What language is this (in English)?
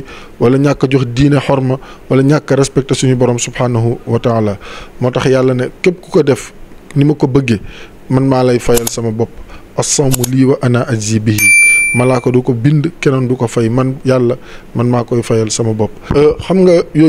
Wolof